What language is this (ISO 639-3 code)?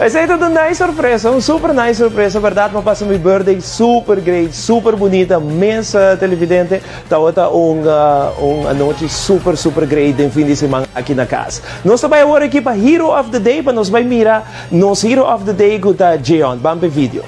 pap